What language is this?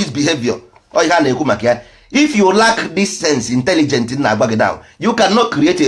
Igbo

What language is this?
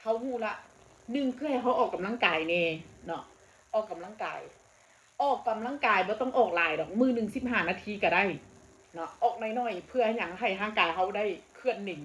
Northeastern Thai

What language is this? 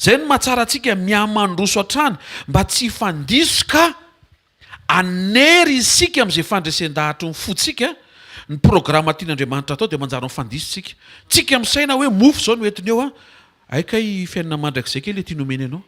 Malagasy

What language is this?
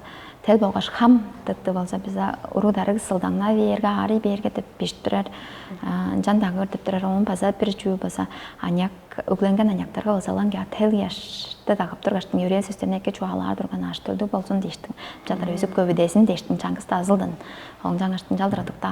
Tuvinian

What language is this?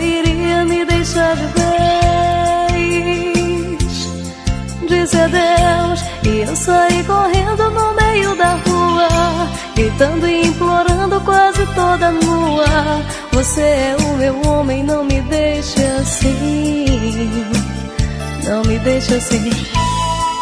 Portuguese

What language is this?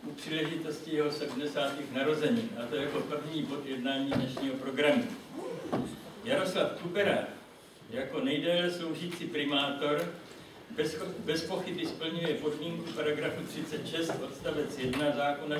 Czech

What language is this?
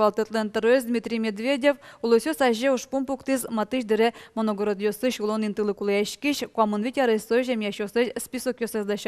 Udmurt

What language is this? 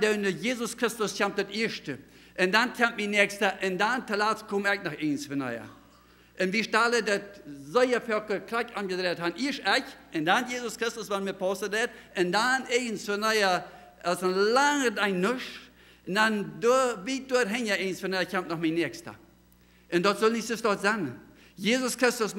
Plautdietsch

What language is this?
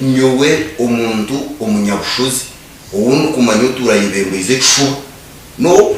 Nyankole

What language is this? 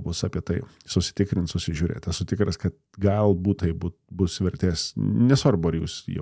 Lithuanian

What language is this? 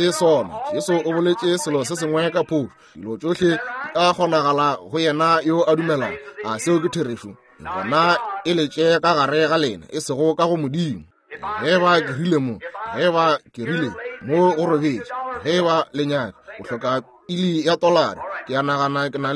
Northern Sotho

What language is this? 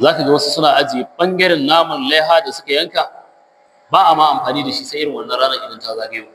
Hausa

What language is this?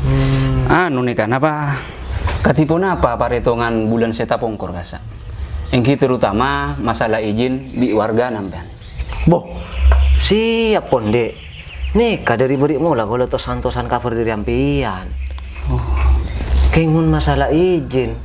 Madurese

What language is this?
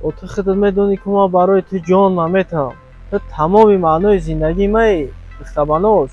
Tajik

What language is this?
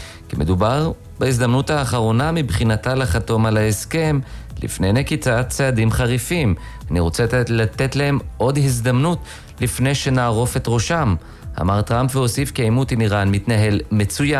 Hebrew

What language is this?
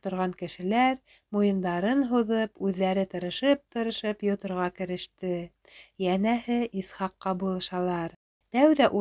Bashkir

